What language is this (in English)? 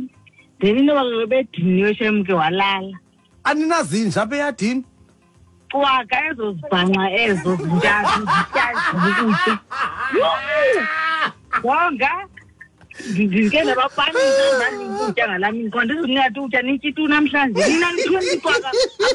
Xhosa